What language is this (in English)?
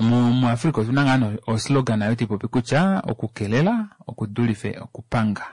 Kuanyama